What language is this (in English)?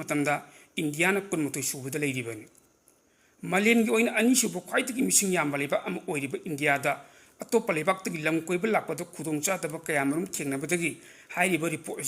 Manipuri